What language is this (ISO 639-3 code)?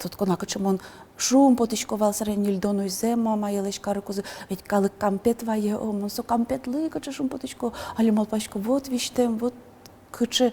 udm